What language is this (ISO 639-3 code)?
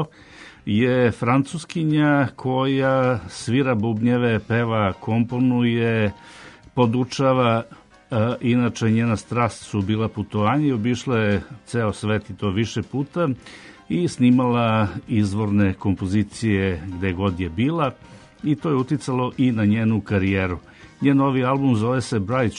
srp